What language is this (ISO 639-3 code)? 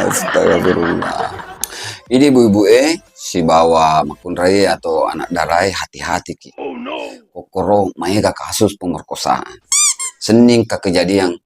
bug